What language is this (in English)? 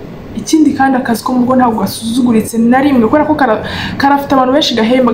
Kinyarwanda